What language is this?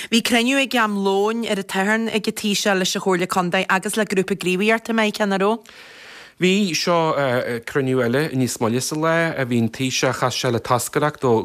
Irish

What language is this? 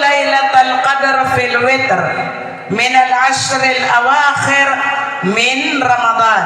Maranao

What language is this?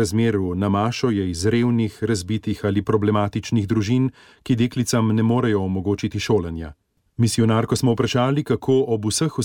Slovenian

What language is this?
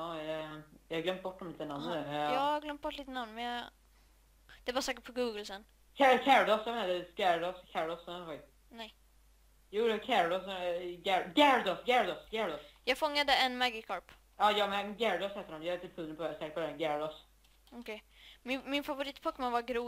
Swedish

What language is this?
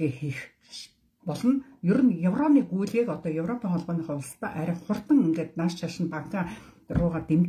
Mongolian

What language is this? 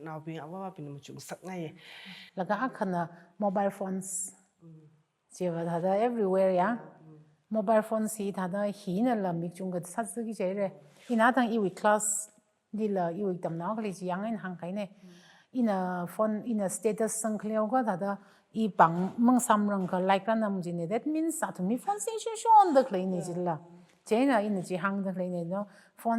Tangkhul Naga (India)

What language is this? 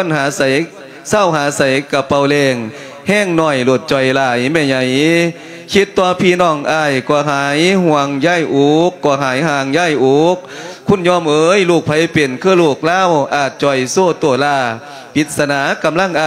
Lao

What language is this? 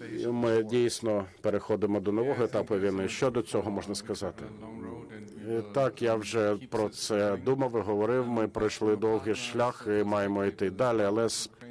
Ukrainian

